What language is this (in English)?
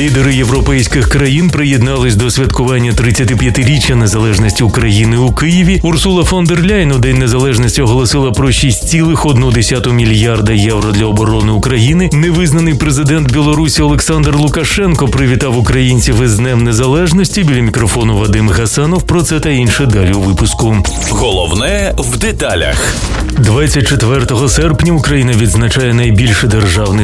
Ukrainian